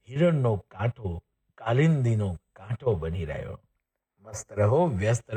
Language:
Gujarati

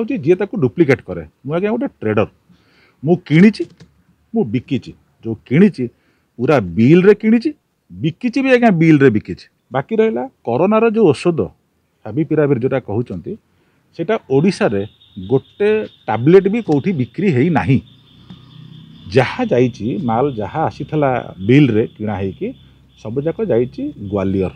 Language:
Odia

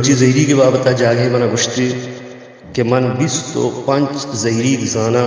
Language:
Baluchi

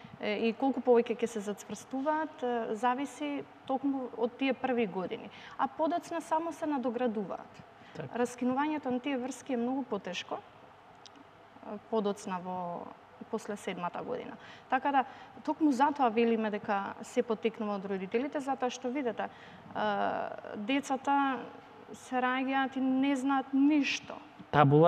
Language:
Macedonian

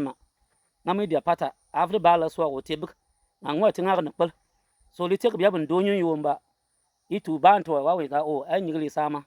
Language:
Bimoba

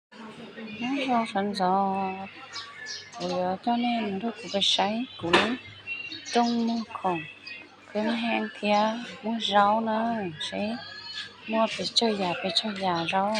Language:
Hmong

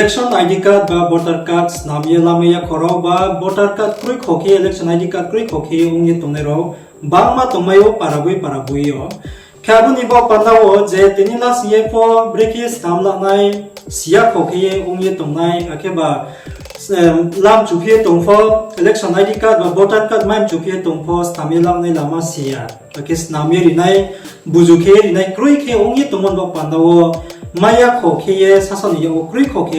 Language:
Riang (India)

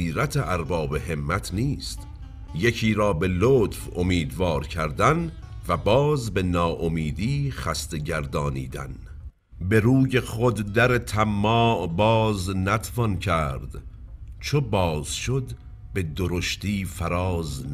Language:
Persian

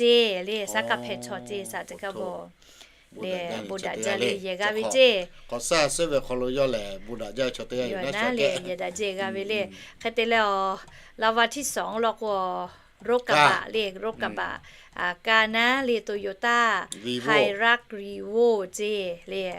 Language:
Lahu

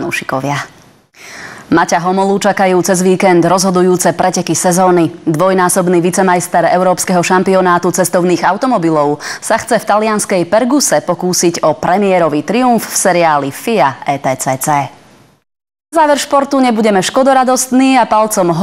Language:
Slovak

